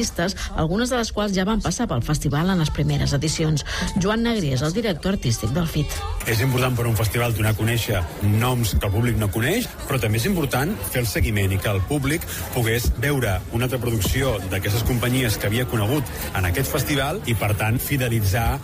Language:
Catalan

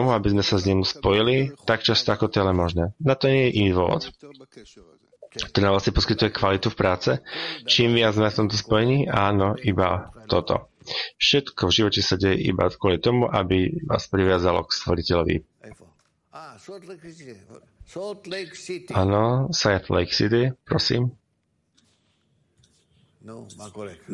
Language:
Slovak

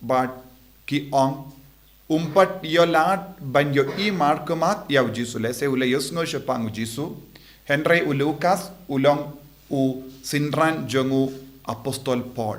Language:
Khasi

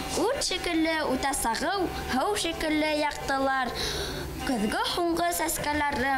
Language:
Bashkir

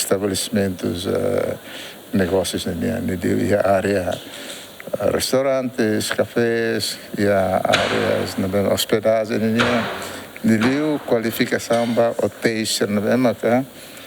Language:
Tetum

